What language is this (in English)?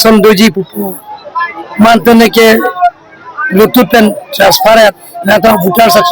Karbi